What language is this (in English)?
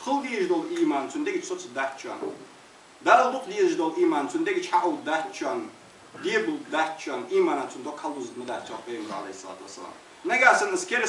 Ingush